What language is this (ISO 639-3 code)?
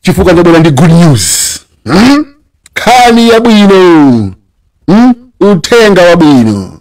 nya